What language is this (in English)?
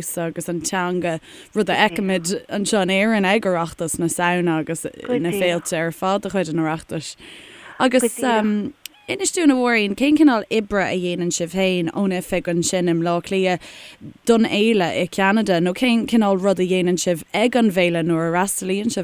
Irish